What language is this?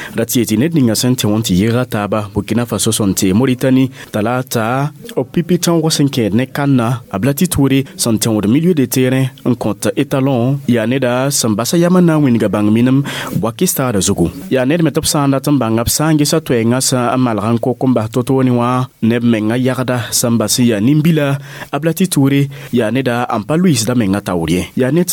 Mossi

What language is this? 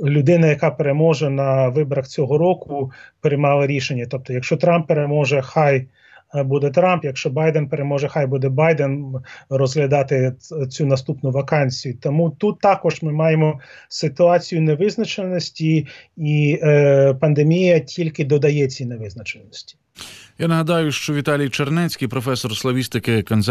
Ukrainian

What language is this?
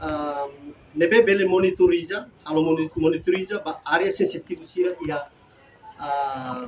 Tetum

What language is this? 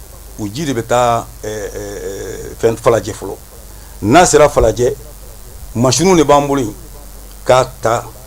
Bambara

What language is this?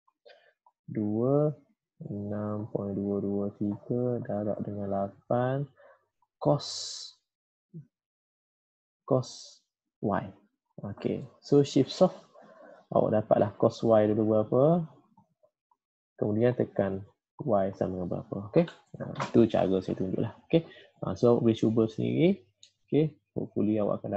Malay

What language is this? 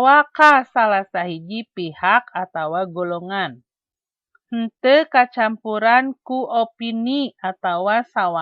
Sundanese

